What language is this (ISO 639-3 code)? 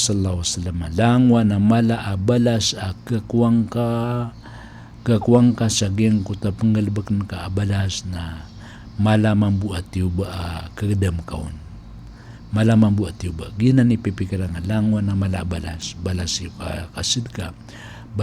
mrw